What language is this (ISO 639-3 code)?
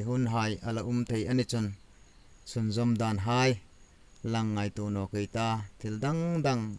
hmr